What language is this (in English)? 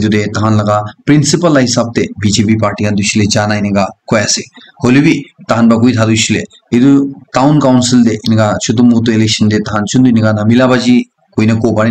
Naga Pidgin